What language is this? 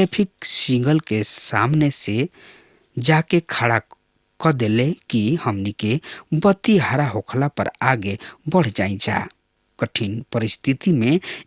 Bhojpuri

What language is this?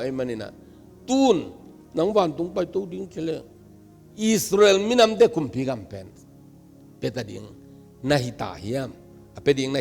Tedim Chin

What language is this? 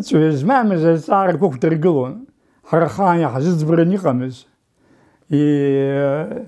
Abkhazian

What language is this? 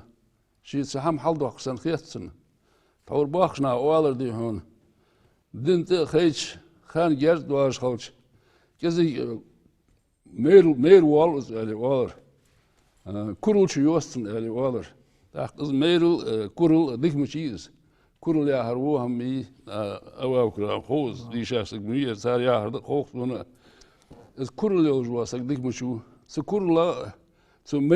Ingush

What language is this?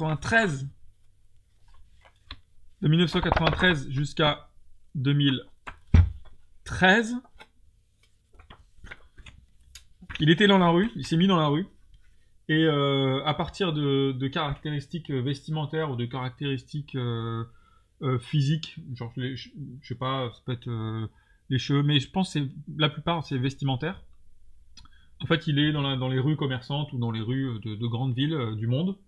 French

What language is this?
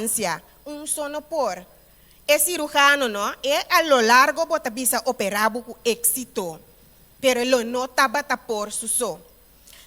Papiamento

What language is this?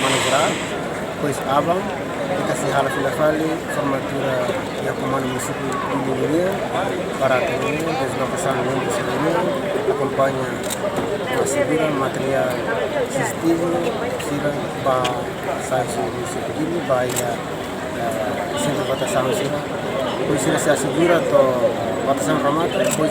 Tetum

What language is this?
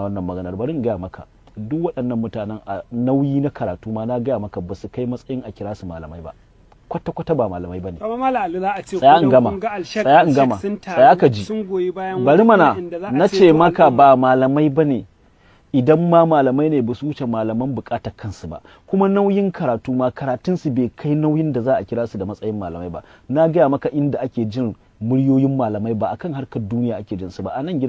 Hausa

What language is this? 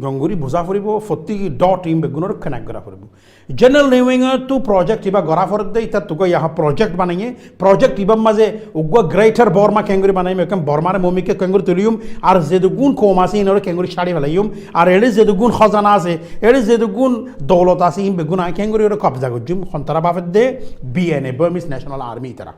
Rohingya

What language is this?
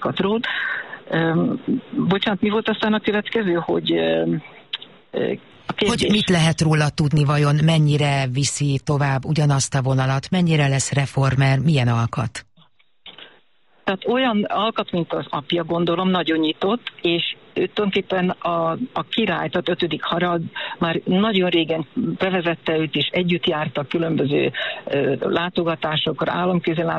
Hungarian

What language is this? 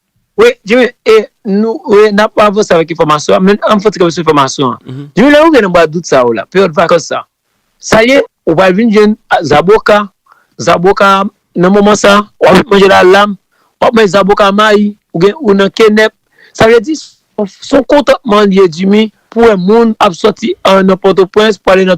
Haitian Creole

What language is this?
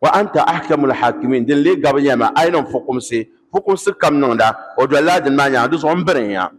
Dagbani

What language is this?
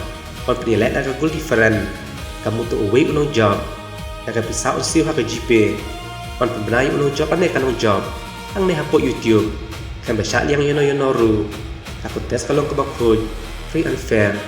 Khasi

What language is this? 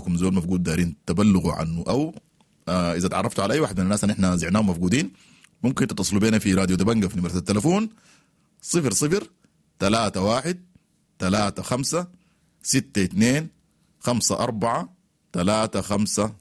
Sudanese Arabic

